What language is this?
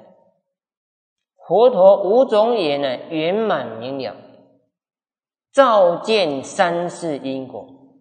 Chinese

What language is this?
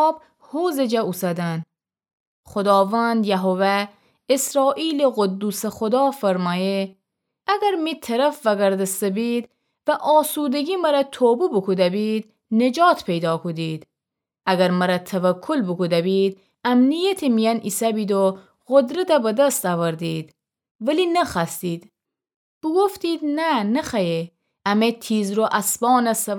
Gilaki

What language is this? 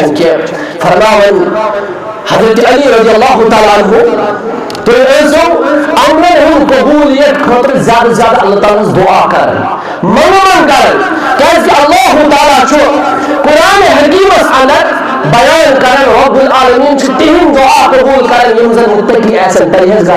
Kashmiri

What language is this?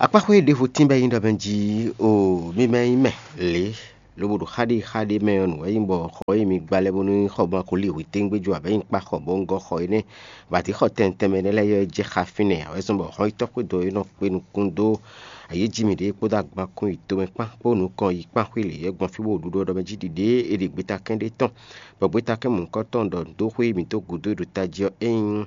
Fon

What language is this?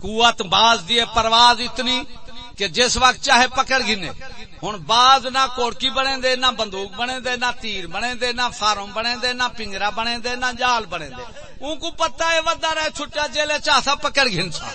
Saraiki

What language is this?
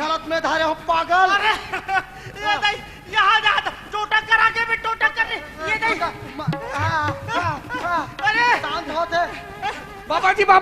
Chhattisgarhi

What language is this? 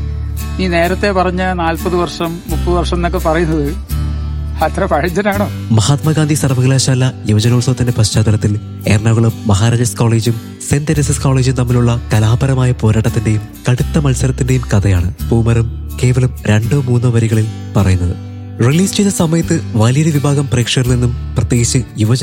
Malayalam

